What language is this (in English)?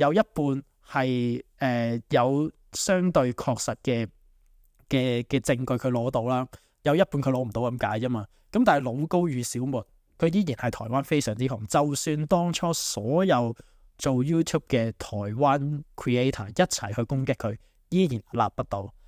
Cantonese